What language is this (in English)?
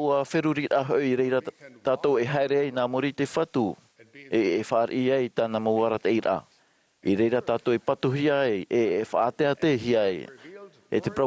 Tahitian